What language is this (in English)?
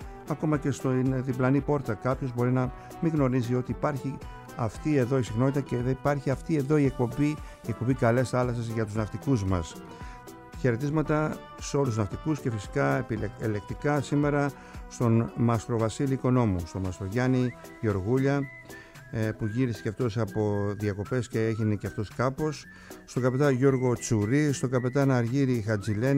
Greek